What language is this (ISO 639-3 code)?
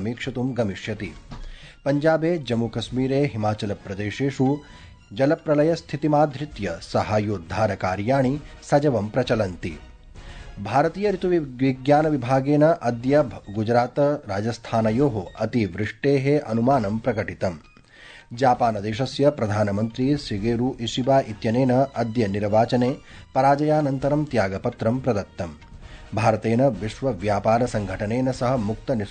san